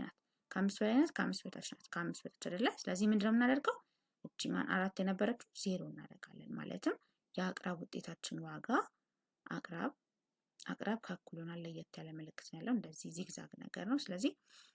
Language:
Amharic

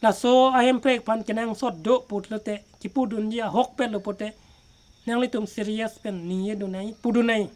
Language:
Karbi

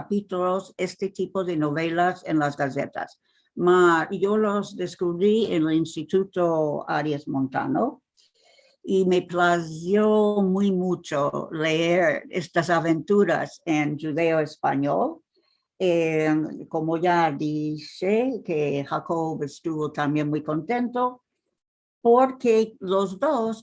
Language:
Ladino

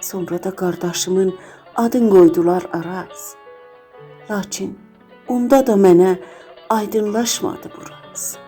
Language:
South Azerbaijani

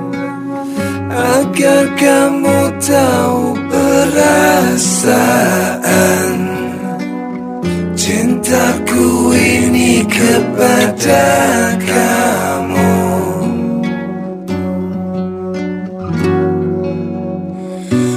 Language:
Indonesian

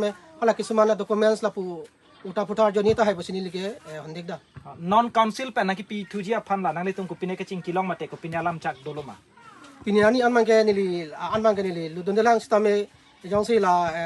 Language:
Karbi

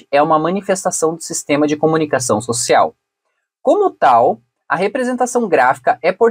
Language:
Portuguese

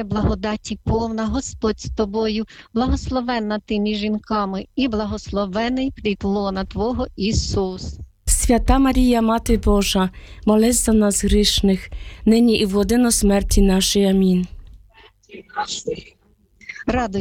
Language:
Ukrainian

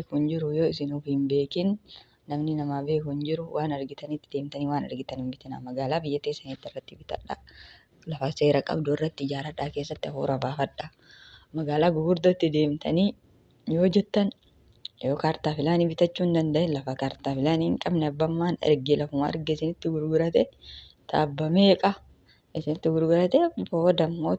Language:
Oromo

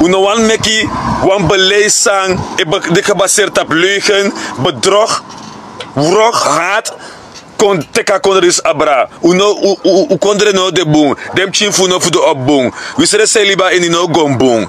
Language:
Sranan Tongo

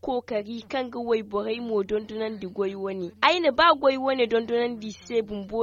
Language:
Zarma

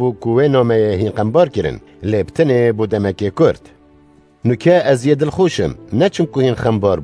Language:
Kurdish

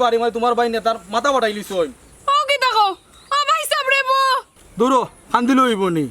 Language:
Sylheti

